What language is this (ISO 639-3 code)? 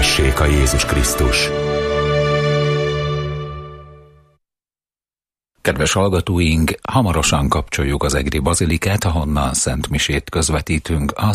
hun